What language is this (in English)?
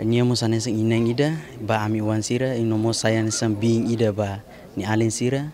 Tetum